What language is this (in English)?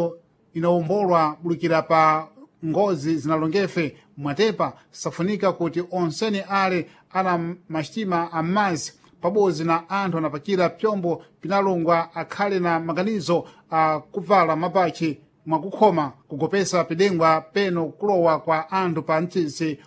Sena